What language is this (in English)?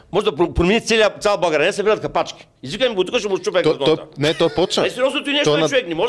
Bulgarian